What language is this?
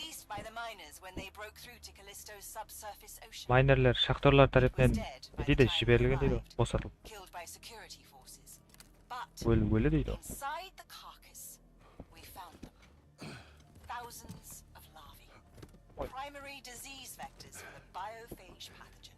Kara-Kalpak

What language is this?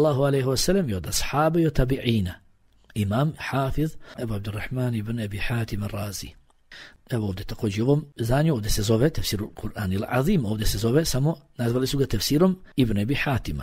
Bosnian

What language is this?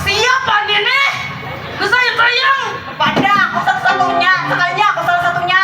Banjar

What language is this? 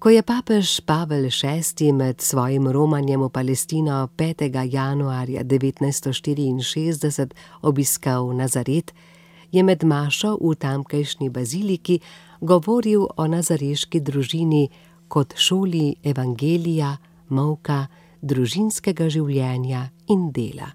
Slovenian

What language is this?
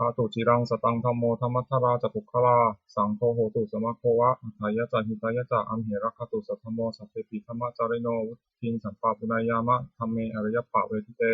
Pali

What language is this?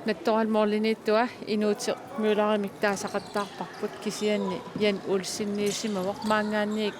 Kalaallisut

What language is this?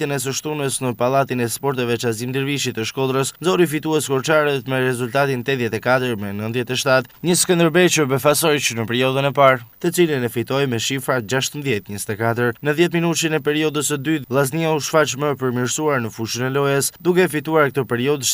Albanian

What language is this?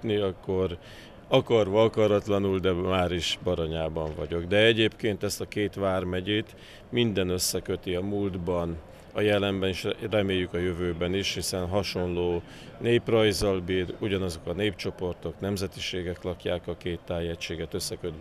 Hungarian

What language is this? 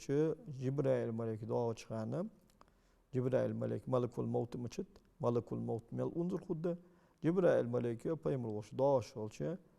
Ingush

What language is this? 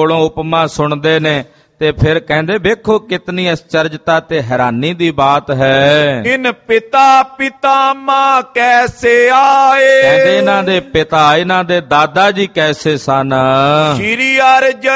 Punjabi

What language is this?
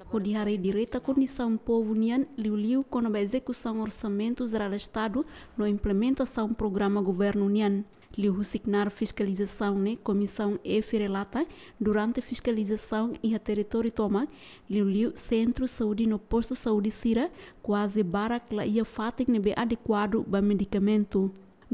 Tetum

